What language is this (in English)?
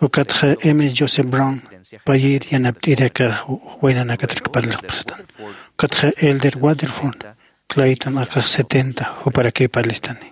Aymara